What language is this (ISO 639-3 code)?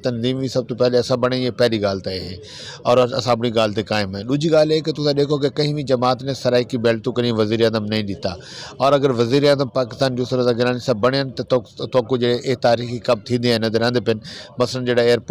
skr